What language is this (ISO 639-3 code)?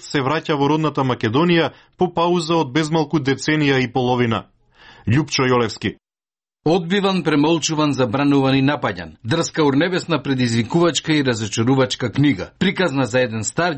mkd